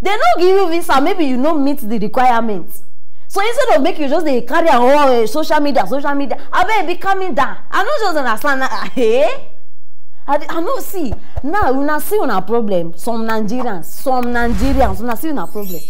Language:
Nigerian Pidgin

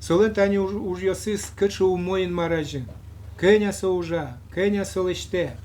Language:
Udmurt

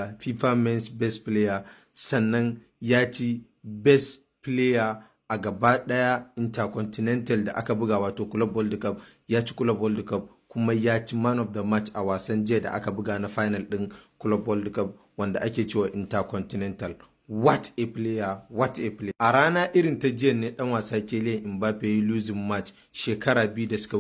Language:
Hausa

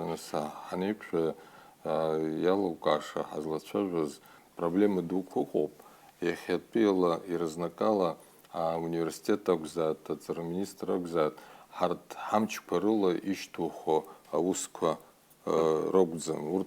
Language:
Abkhazian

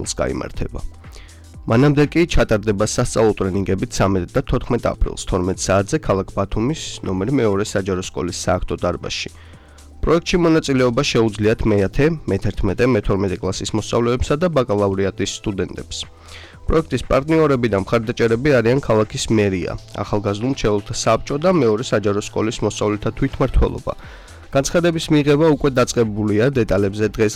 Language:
Georgian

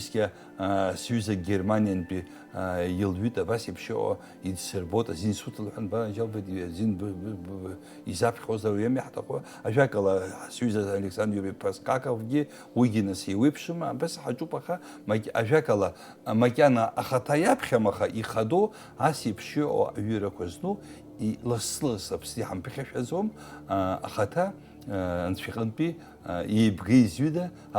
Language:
Abkhazian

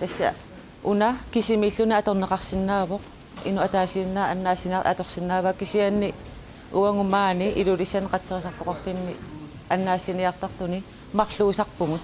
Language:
Kalaallisut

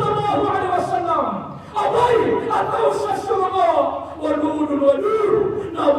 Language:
Maranao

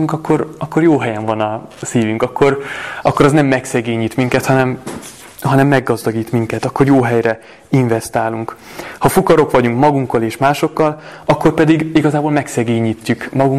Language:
Hungarian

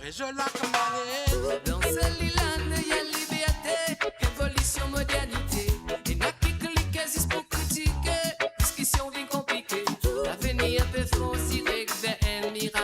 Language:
Morisyen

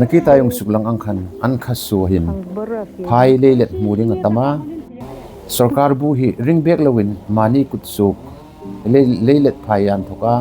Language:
Hmar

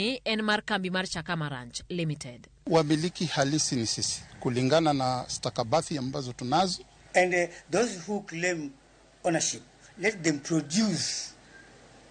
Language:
Luo (Kenya and Tanzania)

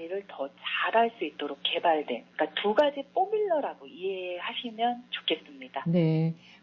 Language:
Korean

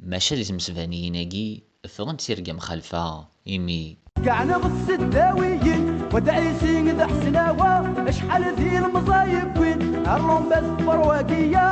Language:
Kabyle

